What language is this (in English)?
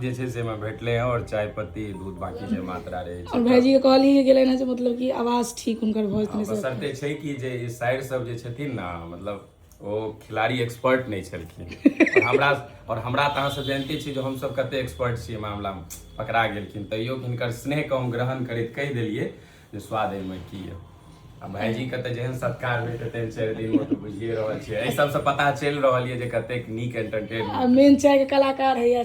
Maithili